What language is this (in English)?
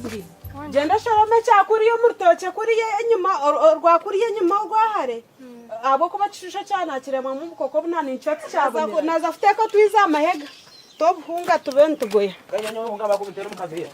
Nyankole